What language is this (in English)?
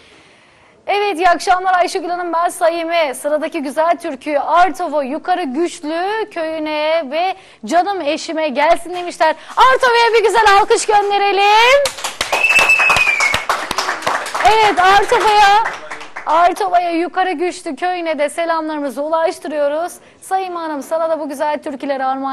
Turkish